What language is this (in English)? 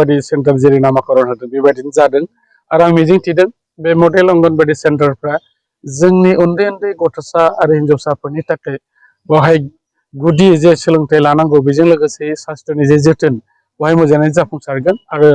Bodo